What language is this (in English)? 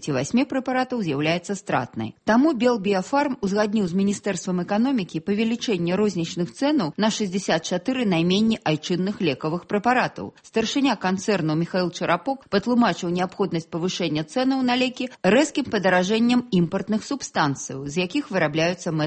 Belarusian